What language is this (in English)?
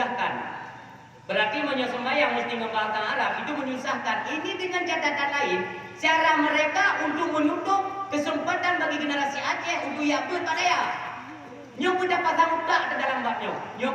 Achinese